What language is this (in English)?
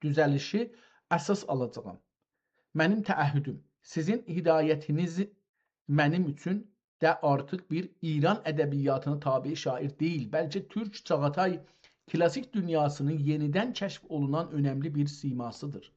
South Azerbaijani